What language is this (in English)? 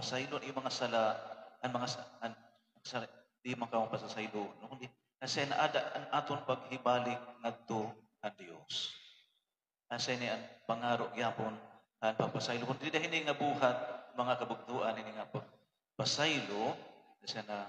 Waray